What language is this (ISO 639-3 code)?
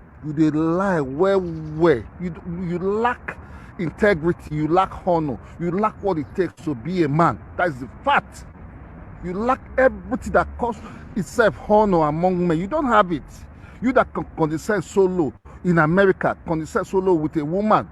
pcm